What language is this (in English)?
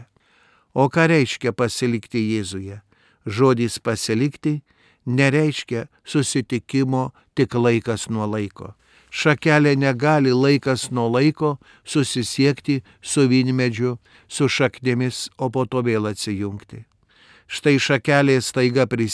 Lithuanian